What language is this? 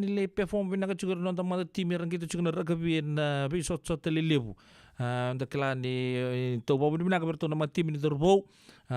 Fijian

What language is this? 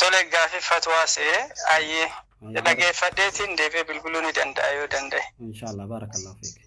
Oromo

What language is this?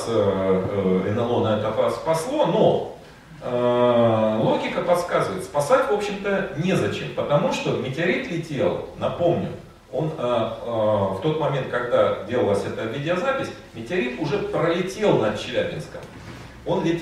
Russian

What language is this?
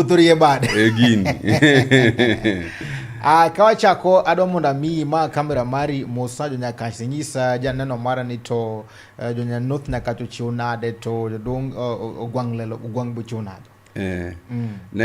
Luo (Kenya and Tanzania)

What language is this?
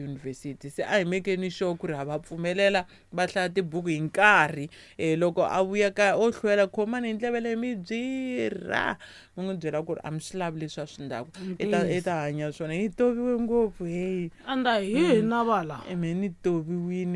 Tsonga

